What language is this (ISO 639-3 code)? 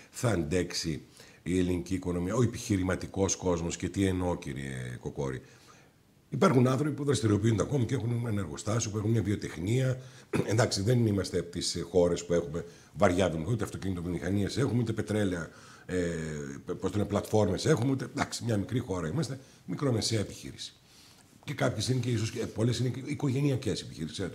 ell